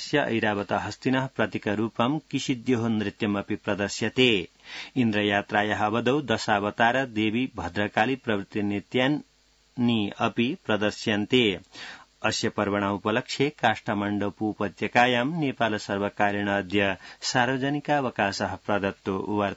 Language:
Sanskrit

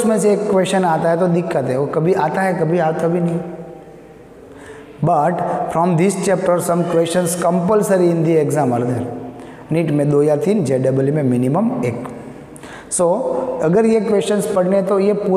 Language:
Hindi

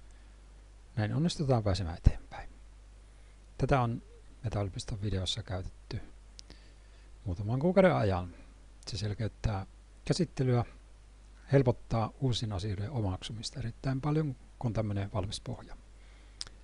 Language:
Finnish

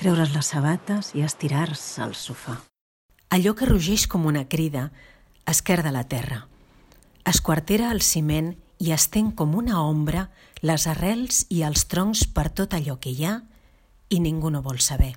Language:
Catalan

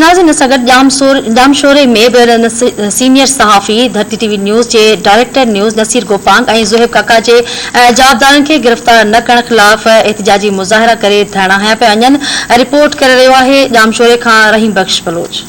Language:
Sindhi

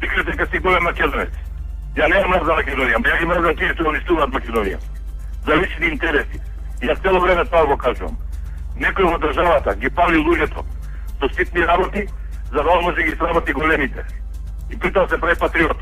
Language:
Macedonian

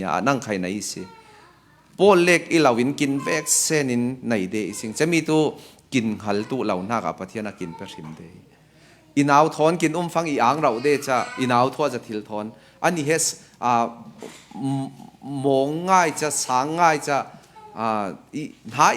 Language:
Falam Chin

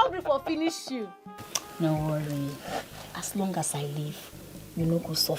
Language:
Nigerian Pidgin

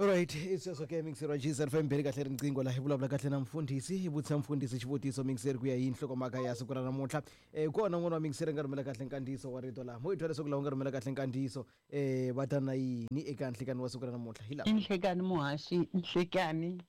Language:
Tsonga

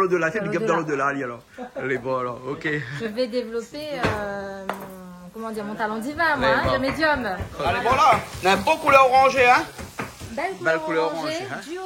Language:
Réunion Creole French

